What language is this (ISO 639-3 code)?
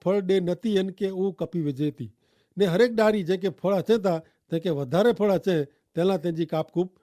kfr